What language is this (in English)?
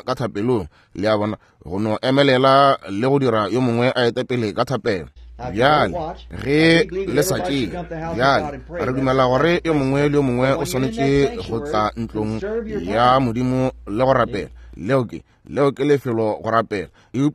Northern Sotho